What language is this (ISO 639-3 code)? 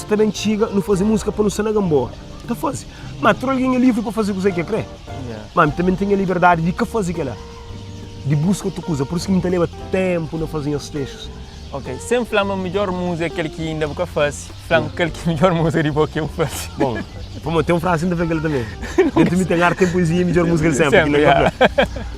kea